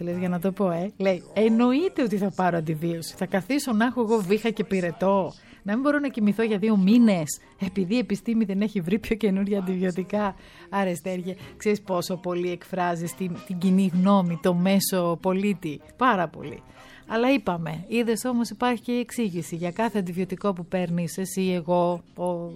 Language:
Greek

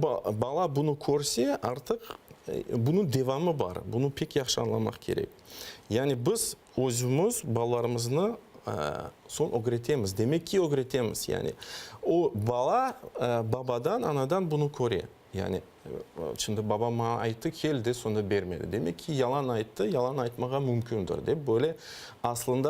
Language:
Crimean Tatar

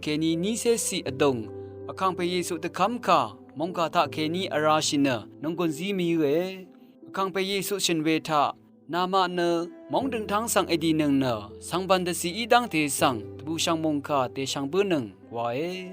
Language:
Rawang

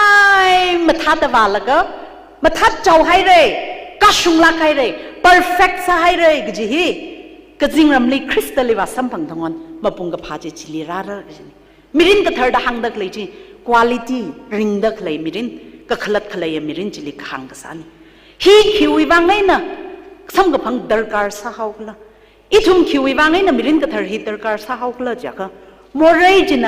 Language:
Tangkhul Naga (India)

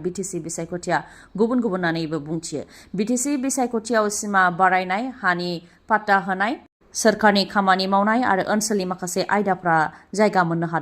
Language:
Bodo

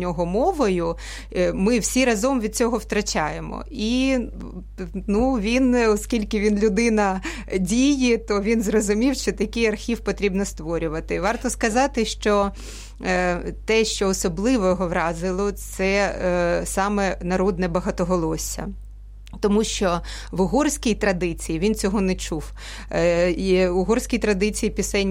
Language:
Ukrainian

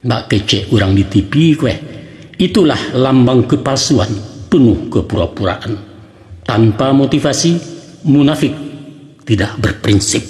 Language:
Minangkabau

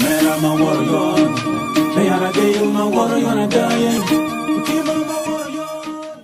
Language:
Acoli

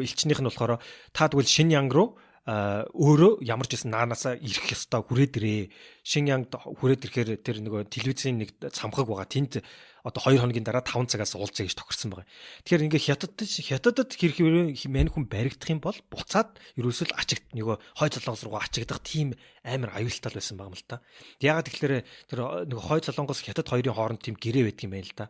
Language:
Mongolian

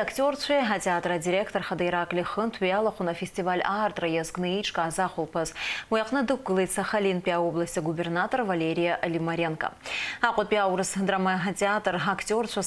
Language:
Abkhazian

